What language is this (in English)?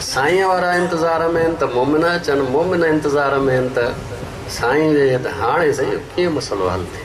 Sindhi